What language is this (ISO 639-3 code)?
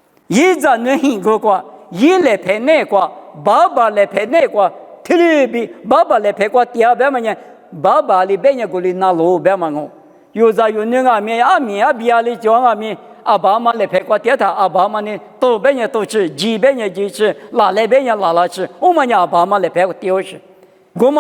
lis